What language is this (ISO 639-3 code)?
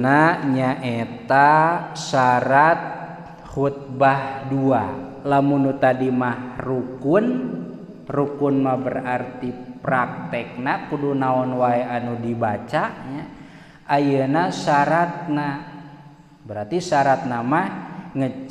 sun